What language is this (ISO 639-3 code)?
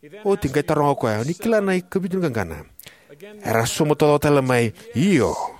fij